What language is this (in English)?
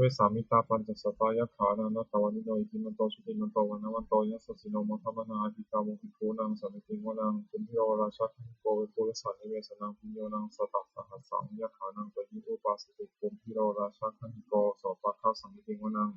Pali